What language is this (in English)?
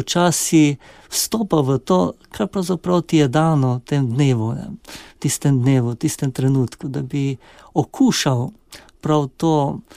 Slovenian